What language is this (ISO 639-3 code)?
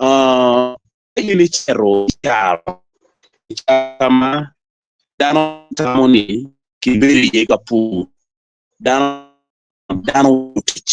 ach